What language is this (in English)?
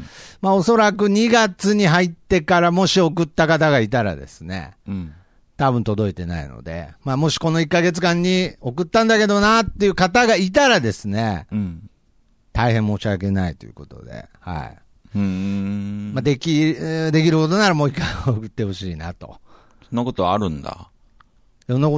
Japanese